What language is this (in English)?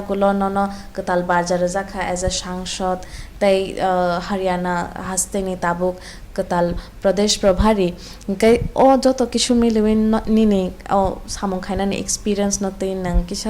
Kok Borok